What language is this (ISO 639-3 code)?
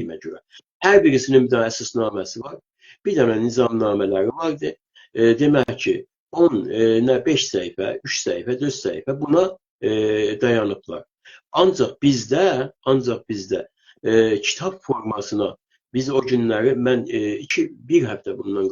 azb